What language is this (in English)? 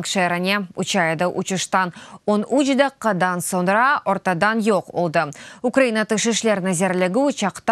Crimean Tatar